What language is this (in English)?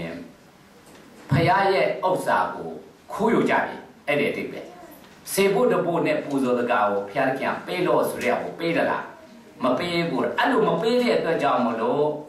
Burmese